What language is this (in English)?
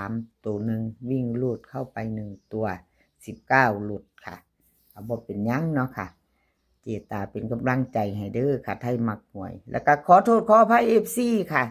Northeastern Thai